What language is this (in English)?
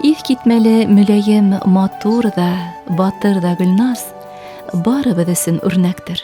Bashkir